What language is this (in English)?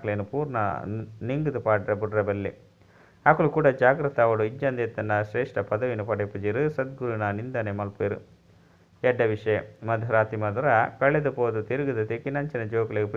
Tulu